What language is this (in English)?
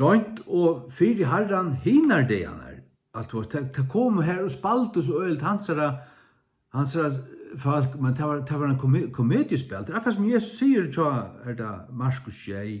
Faroese